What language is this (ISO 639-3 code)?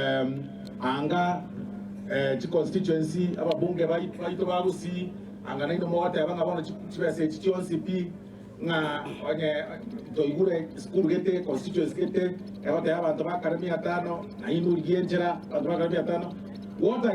guz